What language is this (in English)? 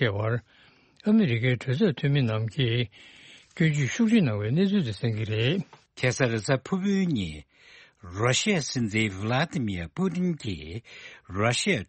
Tibetan